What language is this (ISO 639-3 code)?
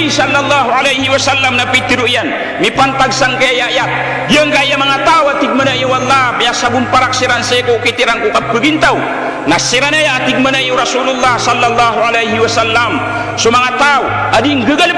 mrw